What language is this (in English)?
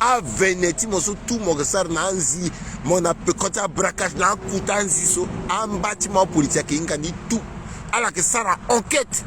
Sango